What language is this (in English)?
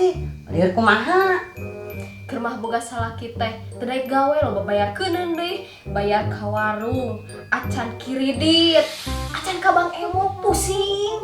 Sundanese